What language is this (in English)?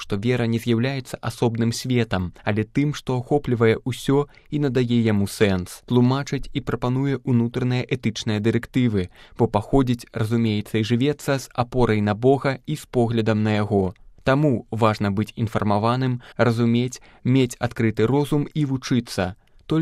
Belarusian